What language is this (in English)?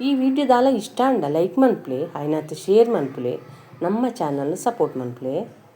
Tulu